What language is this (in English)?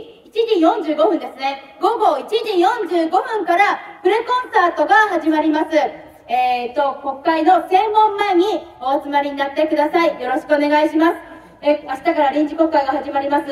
Japanese